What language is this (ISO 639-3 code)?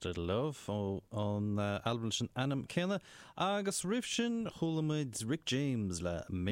gle